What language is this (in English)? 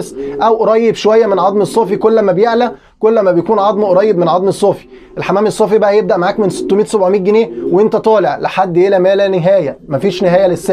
Egyptian Arabic